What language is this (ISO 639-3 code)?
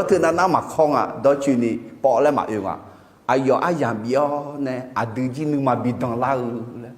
ahk